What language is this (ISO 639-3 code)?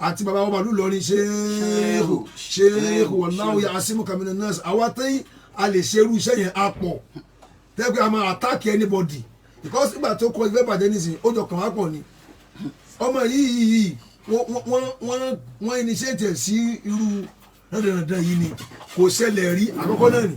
yor